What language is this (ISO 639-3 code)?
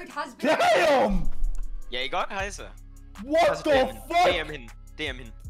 dan